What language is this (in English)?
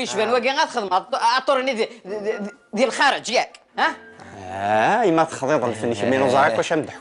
Kabyle